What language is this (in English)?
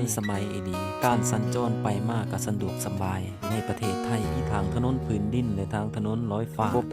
Lao